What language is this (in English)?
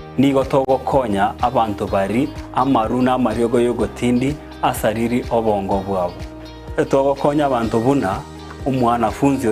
Gusii